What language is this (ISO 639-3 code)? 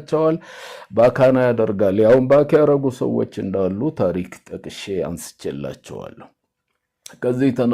amh